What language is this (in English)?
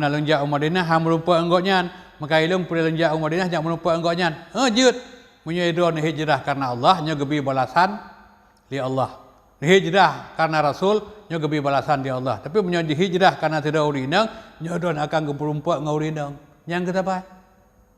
Achinese